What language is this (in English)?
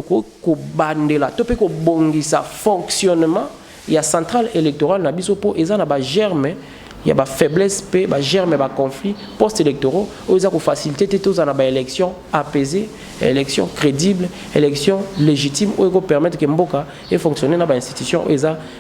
Lingala